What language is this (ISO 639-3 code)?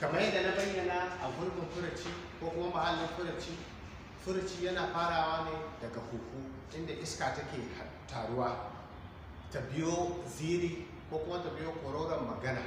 hau